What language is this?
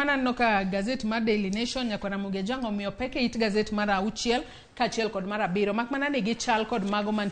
Luo (Kenya and Tanzania)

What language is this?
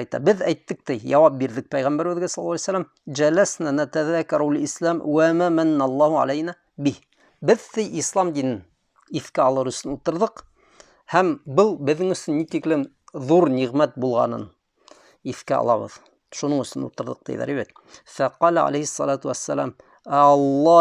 Bashkir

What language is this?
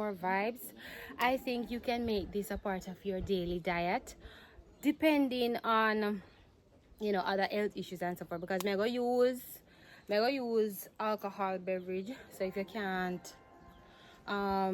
Jamaican Creole English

